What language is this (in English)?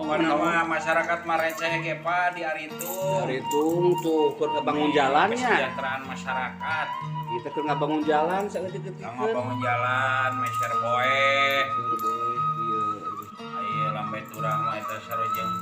Sundanese